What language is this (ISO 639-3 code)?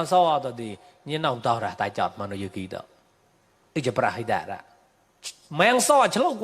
mnw